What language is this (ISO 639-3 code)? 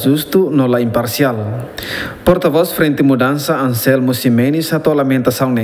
tet